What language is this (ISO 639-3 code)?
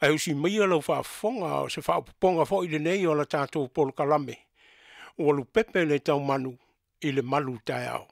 smo